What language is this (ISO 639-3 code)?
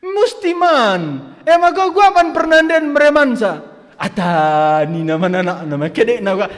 btx